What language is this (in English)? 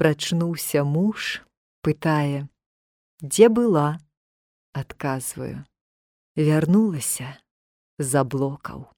Belarusian